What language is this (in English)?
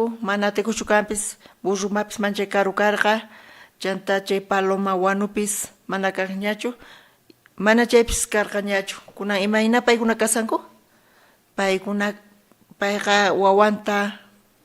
South Bolivian Quechua